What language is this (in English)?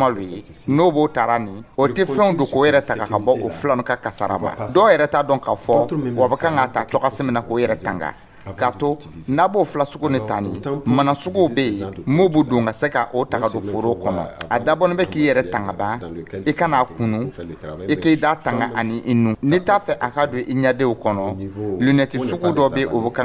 Dyula